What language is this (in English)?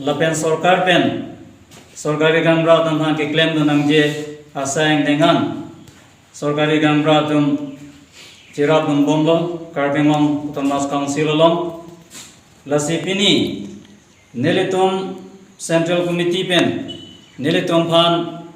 Karbi